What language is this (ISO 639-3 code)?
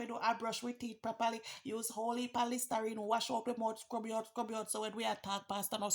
jam